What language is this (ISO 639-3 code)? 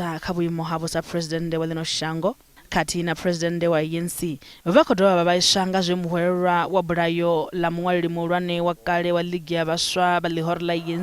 ven